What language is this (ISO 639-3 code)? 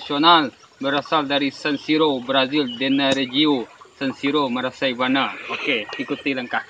min